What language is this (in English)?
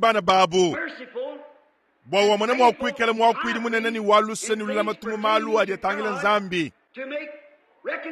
Luba-Lulua